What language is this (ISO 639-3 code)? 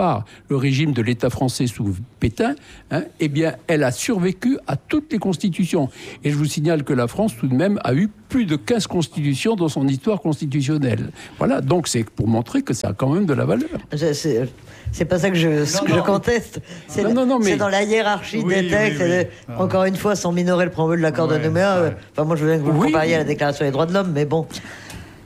fra